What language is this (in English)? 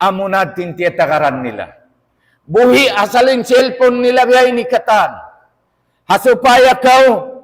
Tausug